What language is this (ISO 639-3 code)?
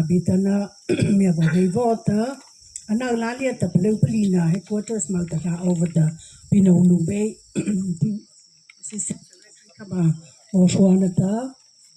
mrh